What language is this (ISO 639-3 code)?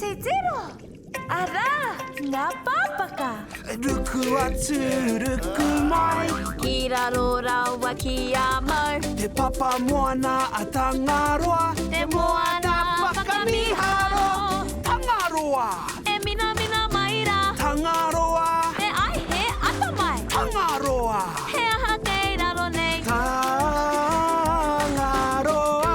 mri